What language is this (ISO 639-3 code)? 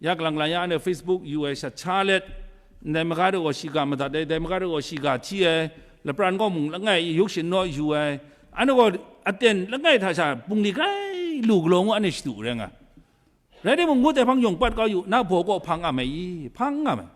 kac